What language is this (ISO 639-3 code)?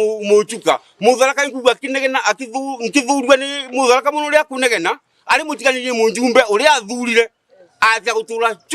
mer